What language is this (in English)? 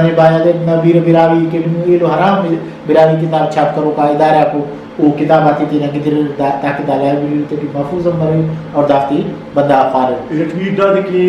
Brahui